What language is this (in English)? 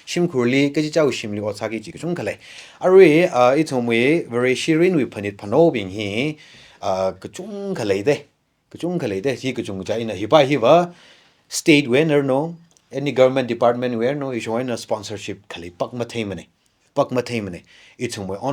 Tangkhul Naga (India)